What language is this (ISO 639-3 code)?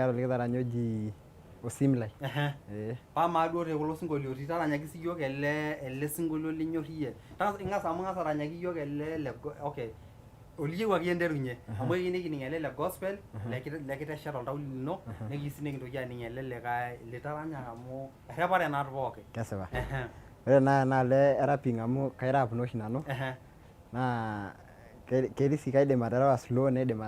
mas